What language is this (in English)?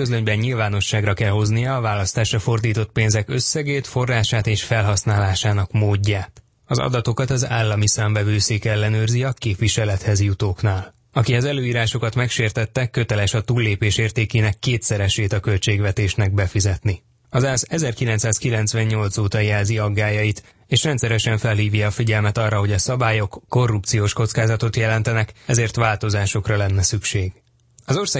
Hungarian